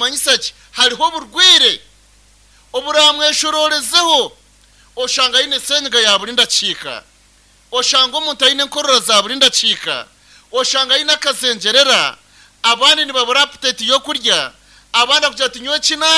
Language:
Nyankole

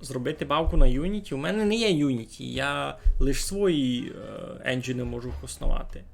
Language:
Rusyn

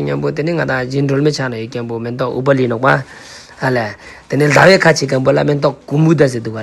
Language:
Ladakhi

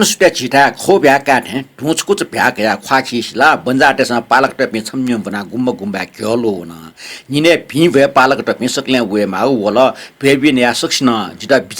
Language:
Newari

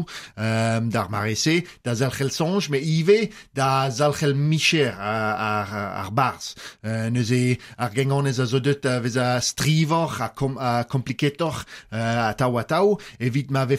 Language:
Breton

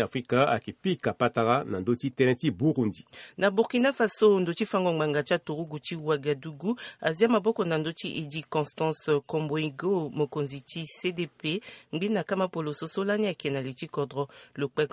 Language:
Sango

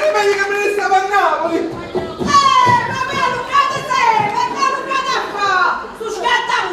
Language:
Neapolitan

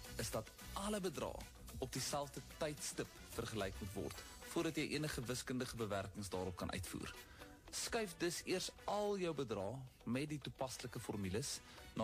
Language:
Afrikaans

